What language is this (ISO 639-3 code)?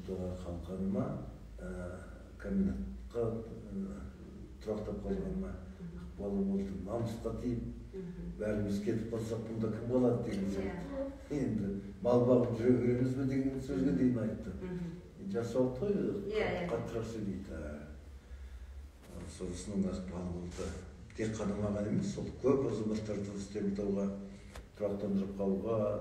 kaz